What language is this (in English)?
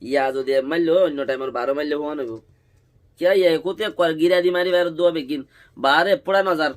Rohingya